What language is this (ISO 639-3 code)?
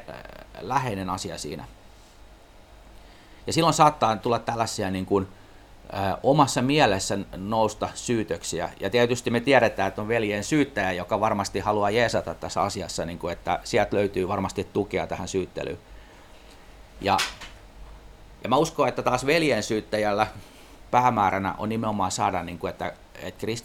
fin